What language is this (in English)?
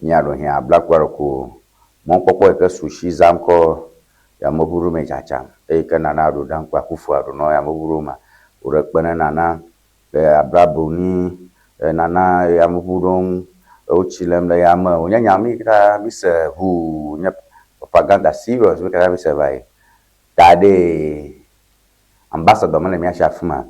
Ewe